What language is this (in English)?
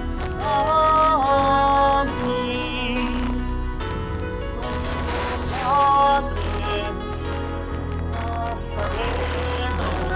Filipino